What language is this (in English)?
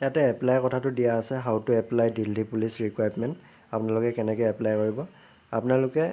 Assamese